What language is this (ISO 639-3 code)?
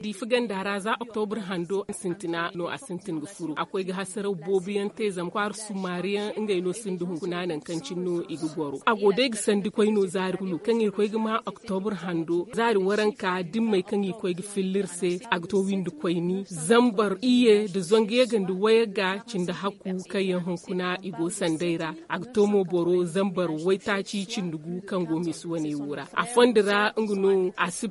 dje